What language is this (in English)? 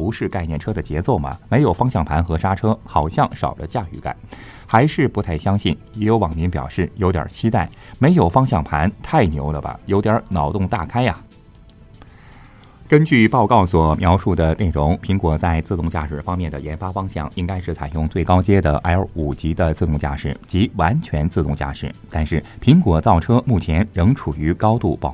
Chinese